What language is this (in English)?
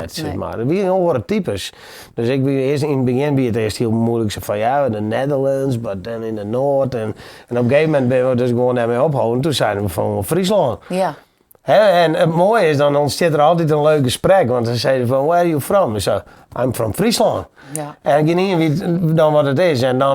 Western Frisian